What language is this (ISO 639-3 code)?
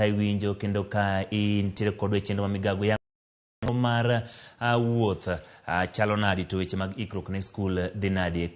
luo